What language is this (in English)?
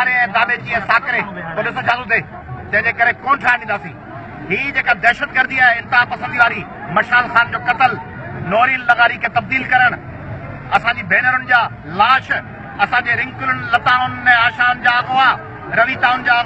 Sindhi